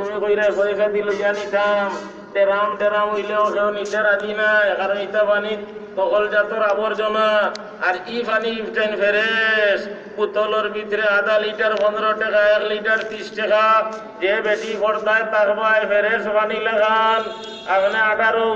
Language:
Sylheti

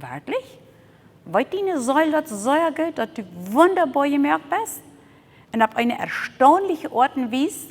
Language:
Plautdietsch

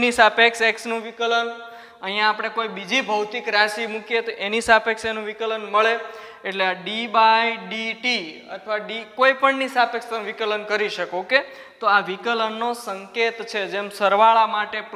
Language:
Gujarati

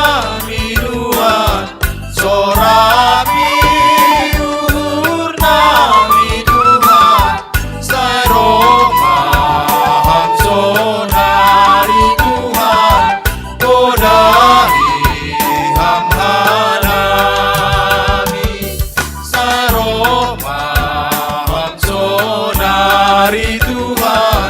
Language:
Batak Simalungun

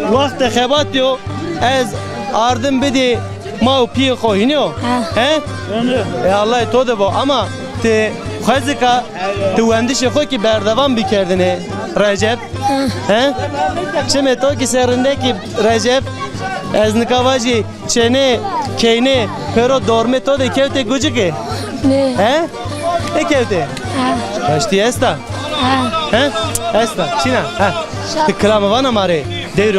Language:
Zaza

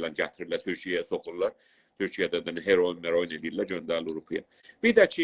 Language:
South Azerbaijani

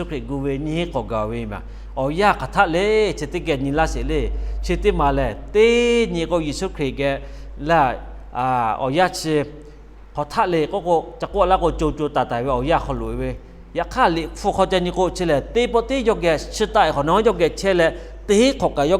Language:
Lahu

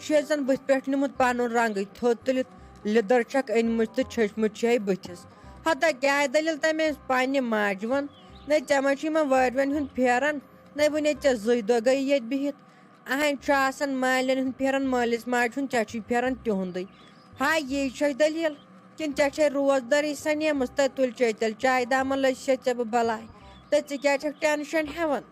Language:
Kashmiri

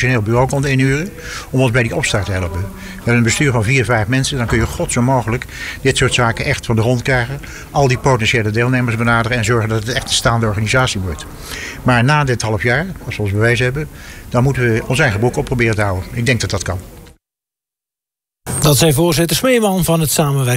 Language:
Dutch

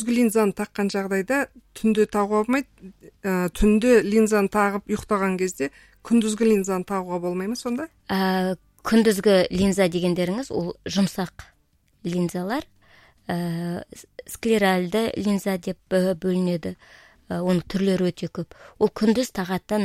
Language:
Kazakh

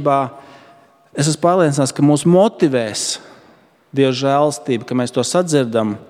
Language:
Latvian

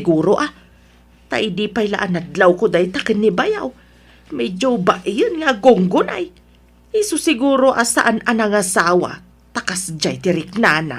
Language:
Iloko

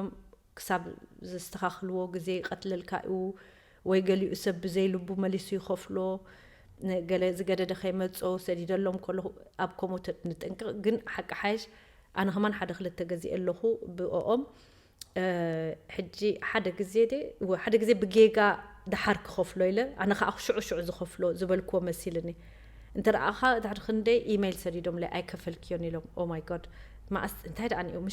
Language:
Tigrinya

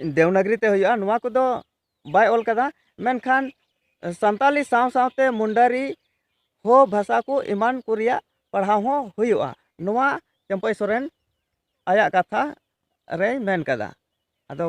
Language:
Santali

